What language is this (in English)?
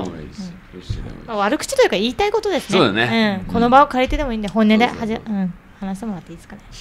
Japanese